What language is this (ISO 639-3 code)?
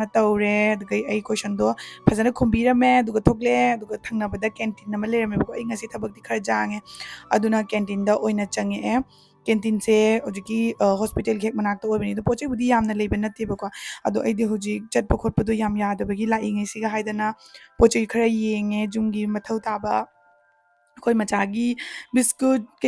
mni